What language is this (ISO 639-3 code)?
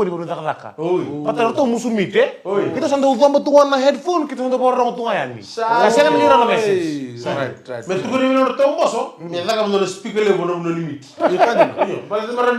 fij